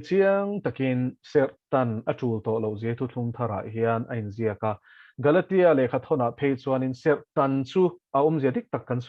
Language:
Mizo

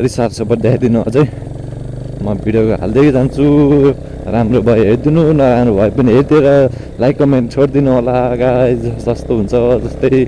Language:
Nepali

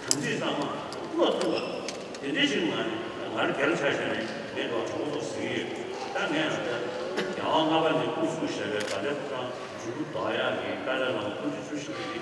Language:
Tibetan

